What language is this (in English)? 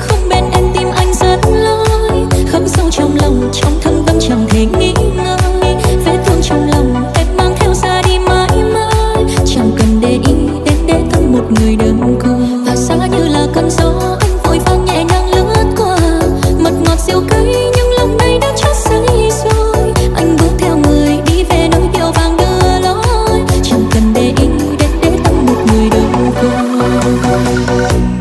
Vietnamese